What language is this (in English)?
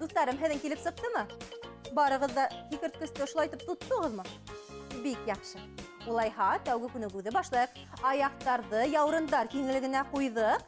Bashkir